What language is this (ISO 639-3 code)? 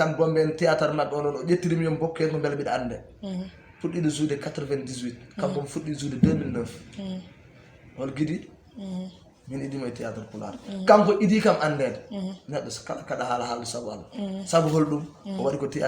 ful